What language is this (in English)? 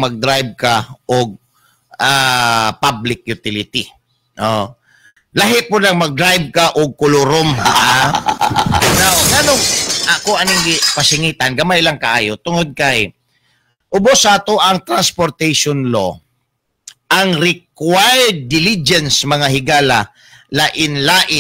Cebuano